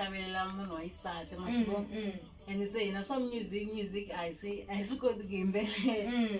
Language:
Tsonga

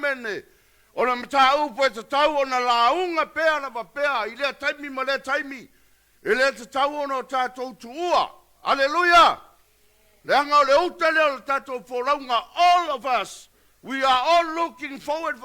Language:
Samoan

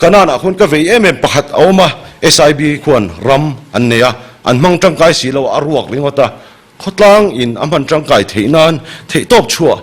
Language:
Mizo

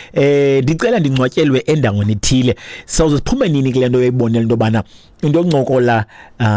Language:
Xhosa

